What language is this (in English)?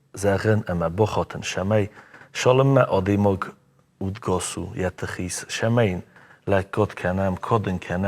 Ossetic